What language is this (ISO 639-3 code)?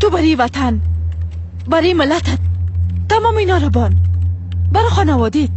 fas